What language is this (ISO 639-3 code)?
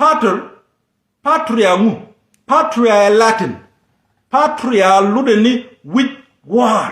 nus